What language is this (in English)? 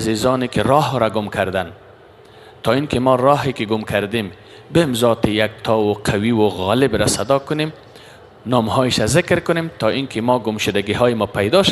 Persian